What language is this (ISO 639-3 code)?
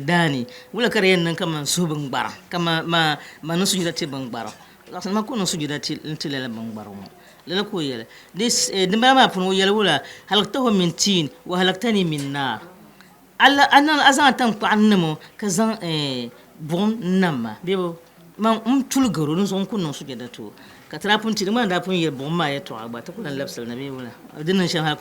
dag